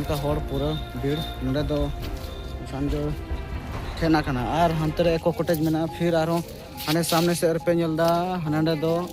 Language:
Santali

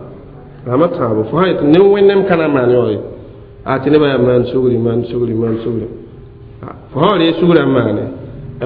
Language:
Mossi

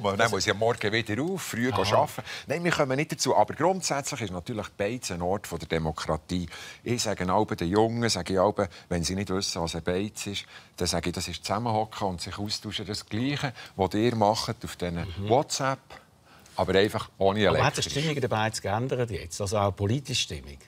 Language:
Swiss German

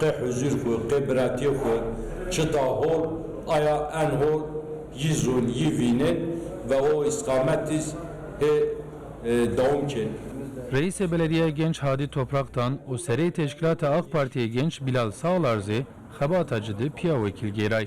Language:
Zaza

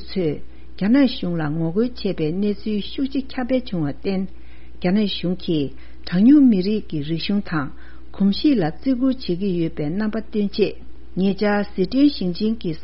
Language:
Tibetan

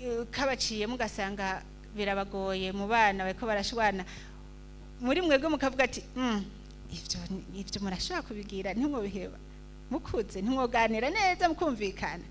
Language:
Rundi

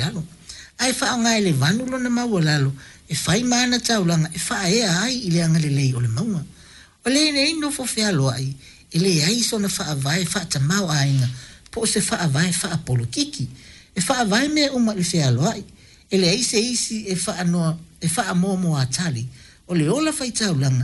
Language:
Samoan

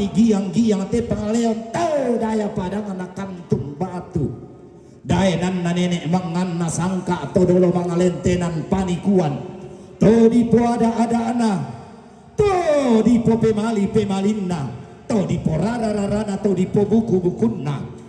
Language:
Toraja-Sa'dan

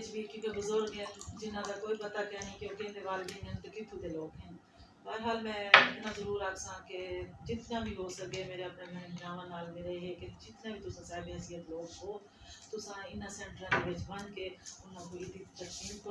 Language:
Saraiki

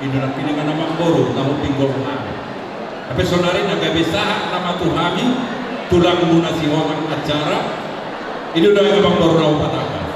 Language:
Batak Toba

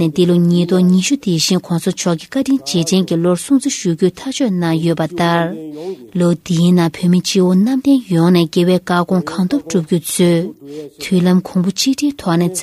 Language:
Tibetan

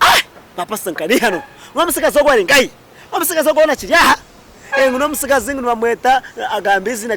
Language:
Nyankole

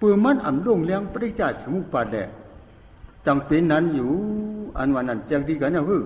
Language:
Shan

